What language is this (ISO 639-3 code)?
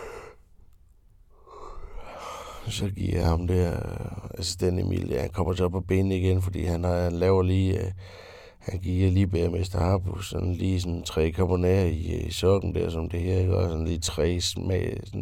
dan